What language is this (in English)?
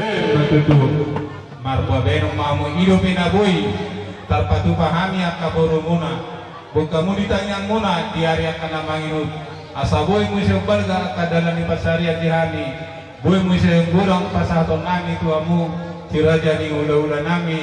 Batak Toba